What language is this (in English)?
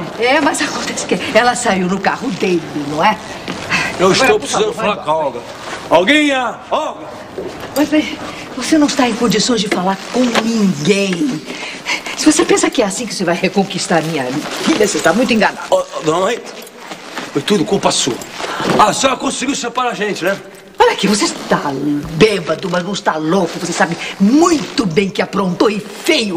Portuguese